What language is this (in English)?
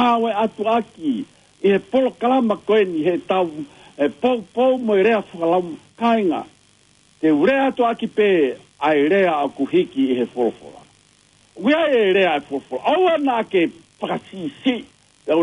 Tongan